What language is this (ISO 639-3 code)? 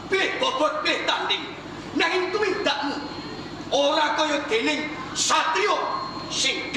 jav